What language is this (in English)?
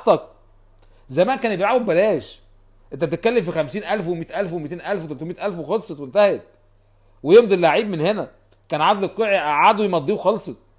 Egyptian Arabic